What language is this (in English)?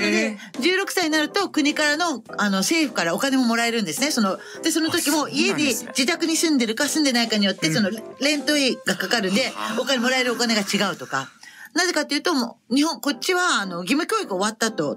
Japanese